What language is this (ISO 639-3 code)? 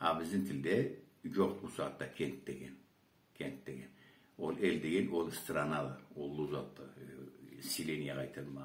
krc